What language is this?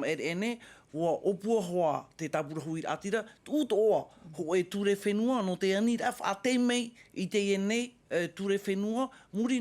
Tahitian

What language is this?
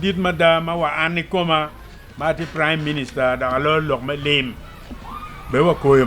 Acoli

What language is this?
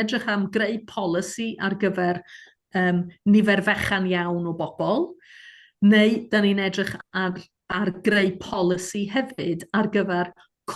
Welsh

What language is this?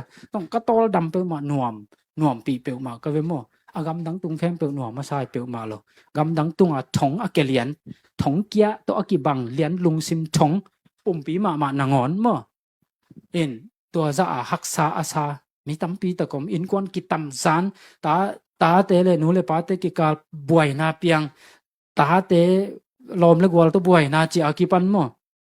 Tedim Chin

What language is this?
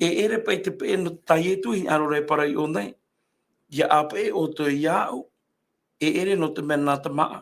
Tahitian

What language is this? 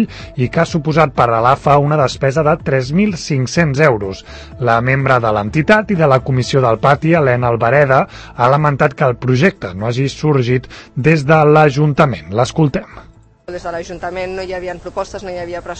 Catalan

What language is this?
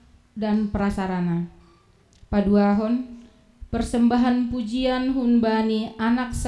Batak Simalungun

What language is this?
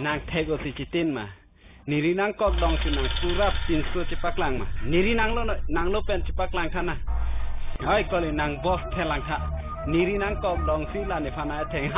Karbi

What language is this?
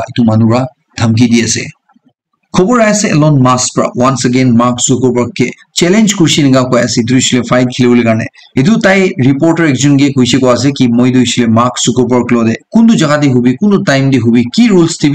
Naga Pidgin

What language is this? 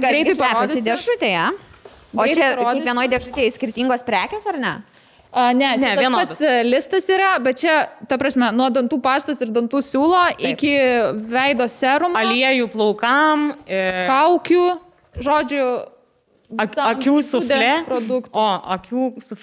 Lithuanian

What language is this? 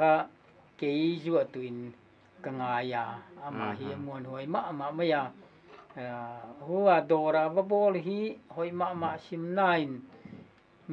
Paite Chin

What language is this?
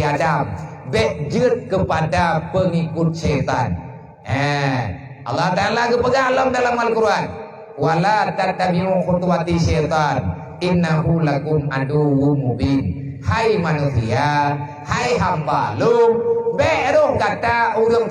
Achinese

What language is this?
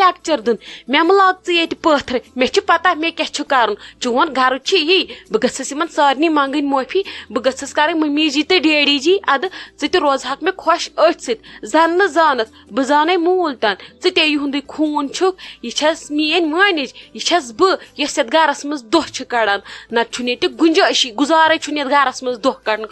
Kashmiri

